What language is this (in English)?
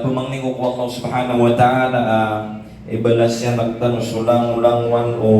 Maranao